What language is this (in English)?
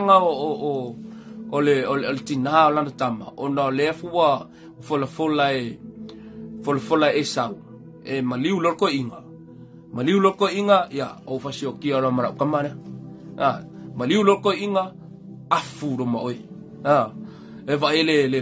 Samoan